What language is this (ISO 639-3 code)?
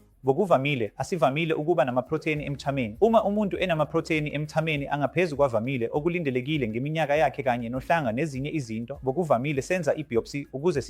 zul